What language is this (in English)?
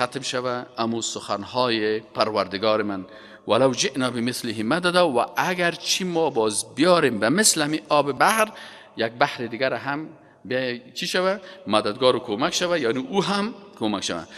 Persian